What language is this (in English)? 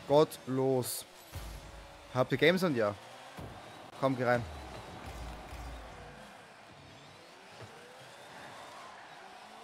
German